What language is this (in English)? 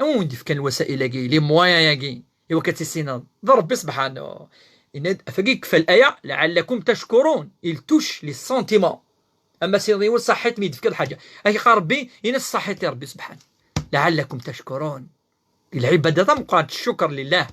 Kabyle